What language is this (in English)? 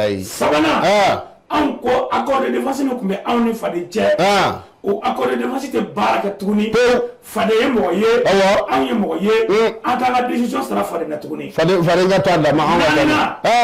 Bambara